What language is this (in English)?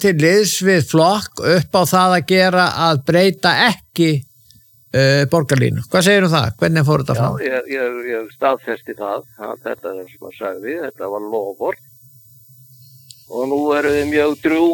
Icelandic